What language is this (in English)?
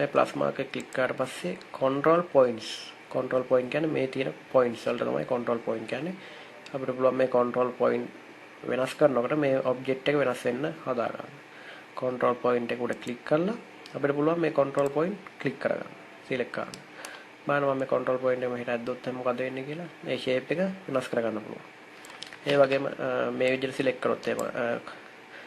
Sinhala